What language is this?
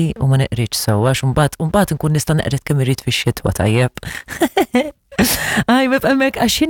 Maltese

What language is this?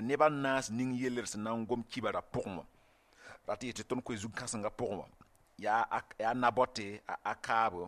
Mossi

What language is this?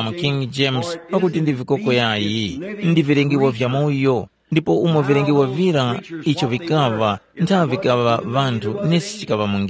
Tumbuka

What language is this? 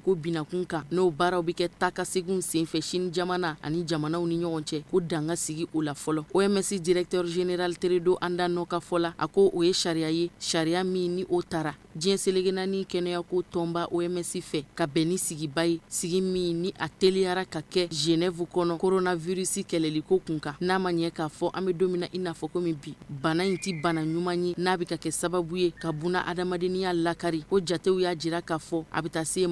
Bambara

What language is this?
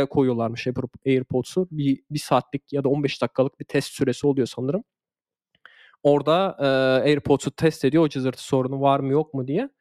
Turkish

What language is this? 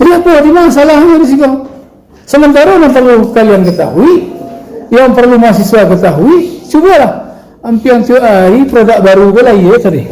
Minangkabau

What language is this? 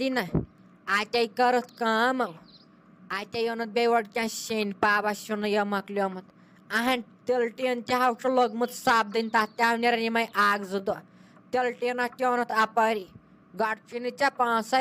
Kashmiri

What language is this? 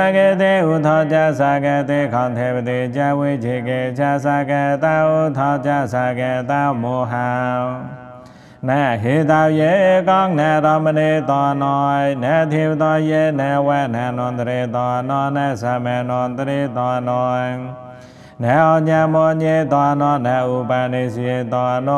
Pali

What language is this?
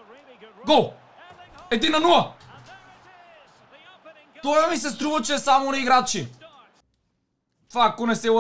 Bulgarian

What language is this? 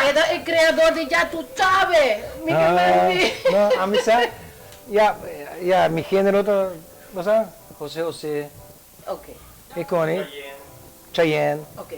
Papiamento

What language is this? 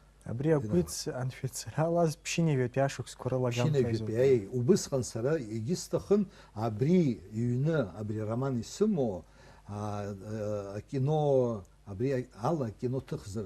Abkhazian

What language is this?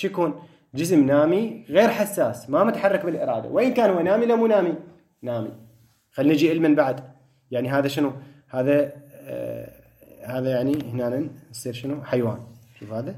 Mesopotamian Arabic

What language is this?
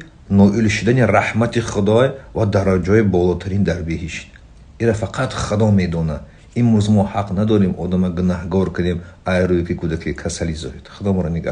Tajik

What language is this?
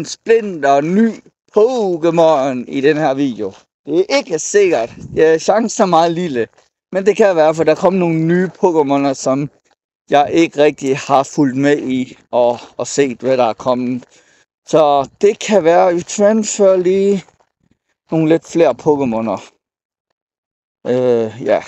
Danish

